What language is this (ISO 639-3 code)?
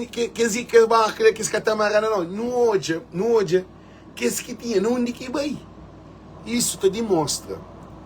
kea